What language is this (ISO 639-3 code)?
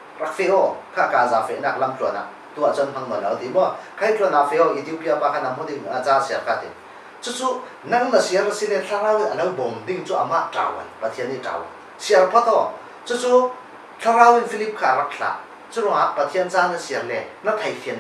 cfm